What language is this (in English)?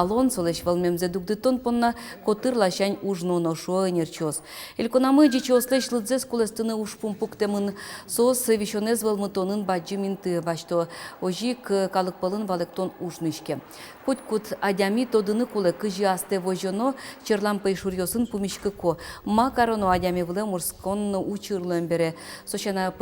Udmurt